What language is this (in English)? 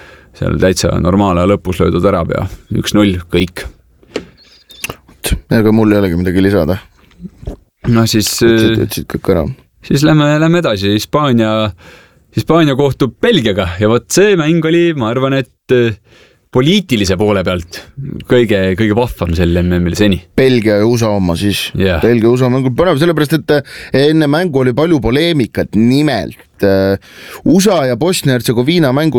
Estonian